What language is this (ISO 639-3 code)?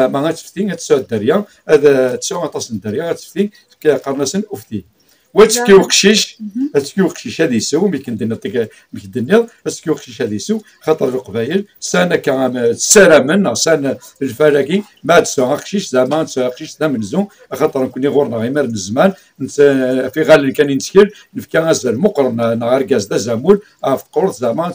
kab